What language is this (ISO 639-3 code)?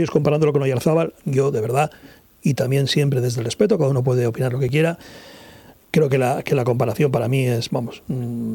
spa